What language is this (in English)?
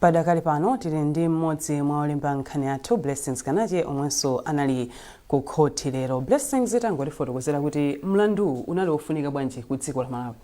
Nyanja